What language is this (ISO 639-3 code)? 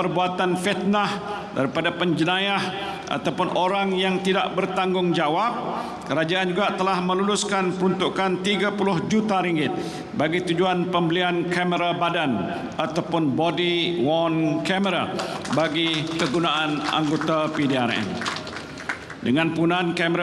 msa